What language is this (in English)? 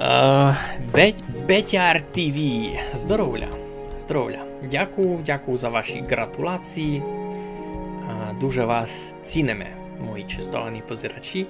Rusyn